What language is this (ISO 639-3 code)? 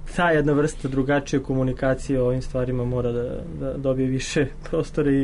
srp